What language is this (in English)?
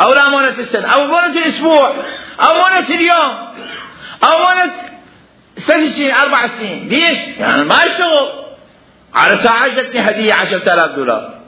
Mesopotamian Arabic